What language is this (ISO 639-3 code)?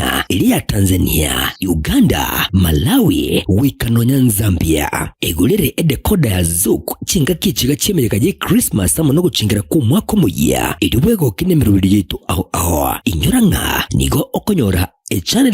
guz